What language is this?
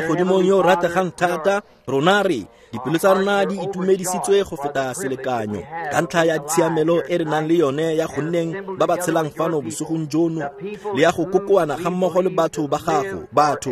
Tswana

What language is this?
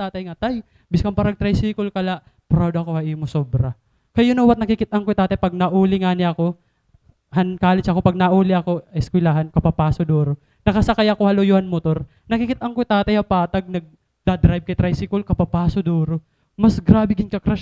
Waray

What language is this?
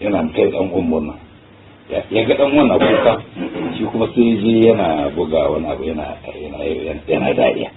Hausa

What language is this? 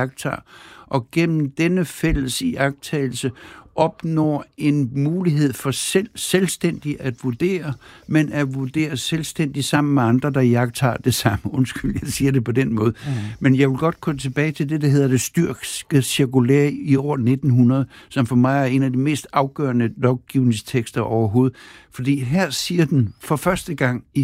Danish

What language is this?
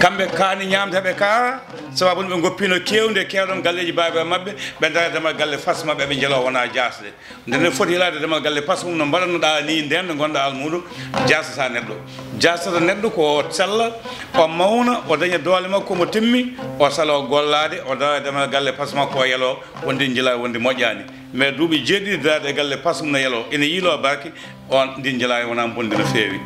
Fula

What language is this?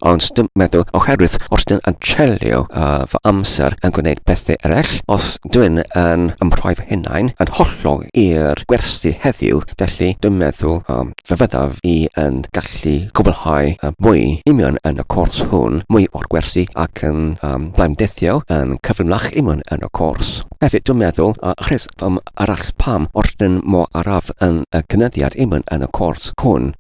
Welsh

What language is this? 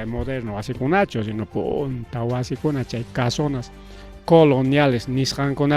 Ayacucho Quechua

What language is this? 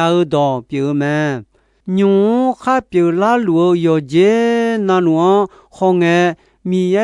Akha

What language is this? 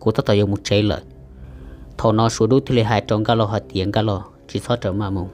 Hmong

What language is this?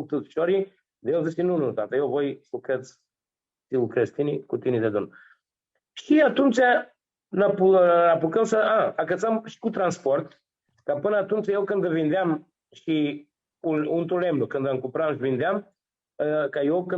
Aromanian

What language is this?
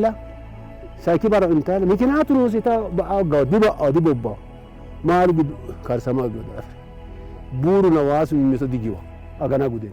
Sidamo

